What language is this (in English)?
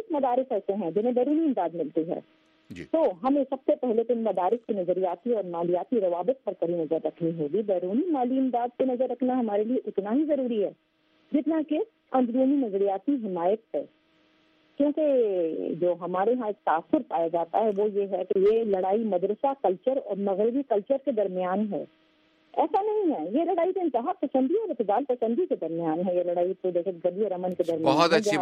Urdu